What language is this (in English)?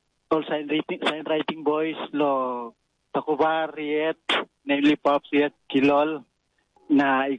Tok Pisin